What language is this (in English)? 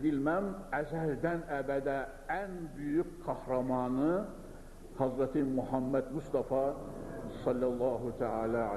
Turkish